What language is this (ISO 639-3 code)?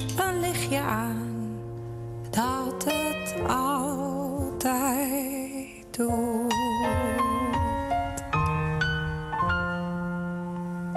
nld